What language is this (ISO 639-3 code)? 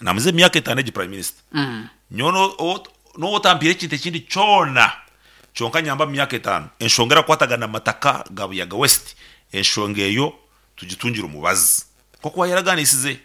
nyn